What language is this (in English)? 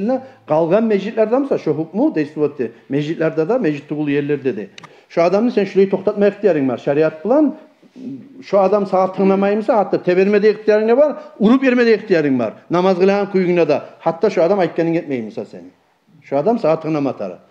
Kumyk